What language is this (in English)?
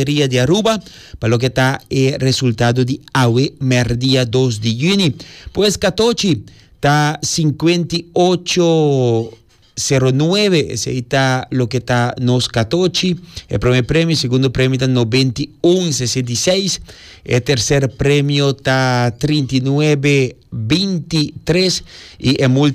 Papiamento